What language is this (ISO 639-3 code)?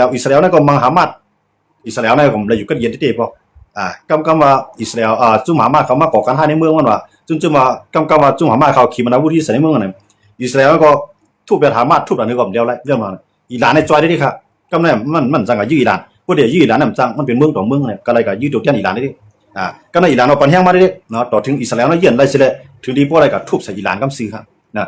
shn